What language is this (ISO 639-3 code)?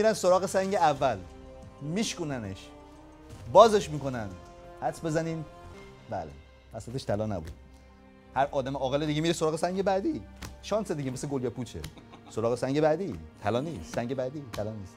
fas